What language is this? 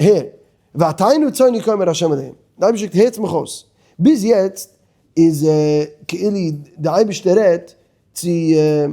Yiddish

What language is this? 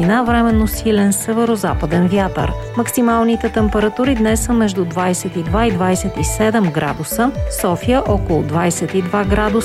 Bulgarian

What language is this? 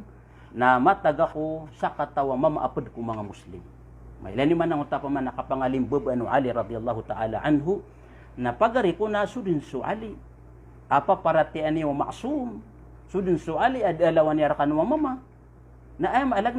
Maranao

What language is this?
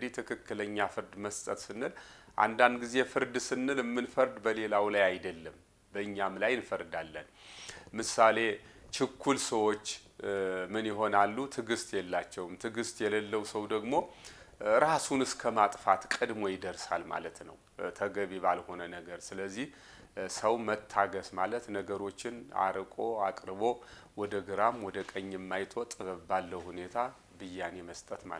Amharic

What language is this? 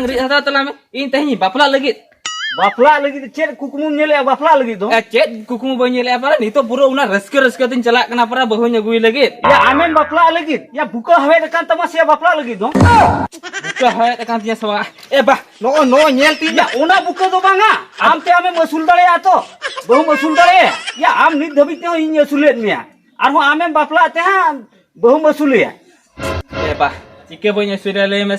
Santali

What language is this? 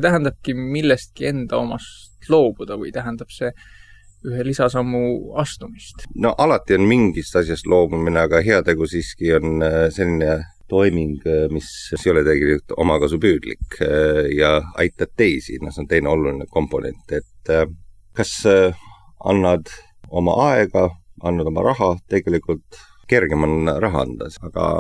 Estonian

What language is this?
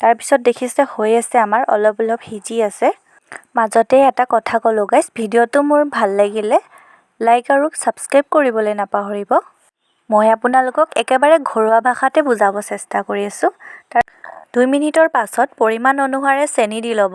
Assamese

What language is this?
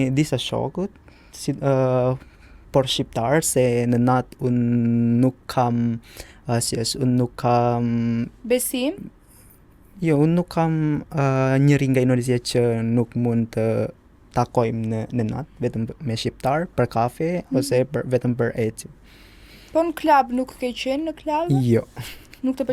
Albanian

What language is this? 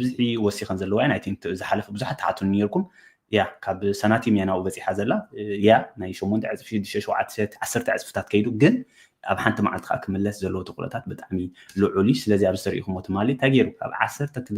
Tigrinya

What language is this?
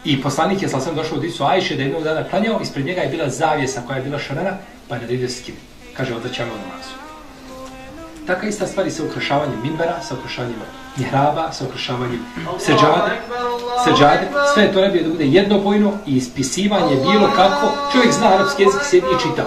Bosnian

